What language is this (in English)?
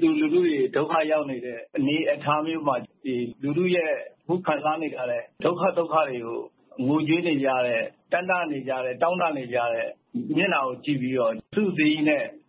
Burmese